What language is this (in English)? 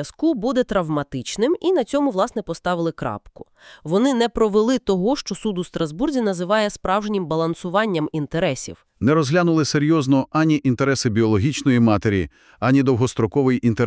Ukrainian